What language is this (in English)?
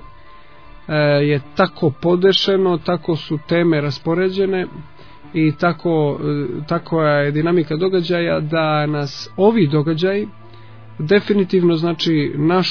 Croatian